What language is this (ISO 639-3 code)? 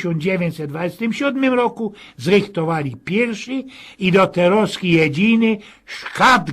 szl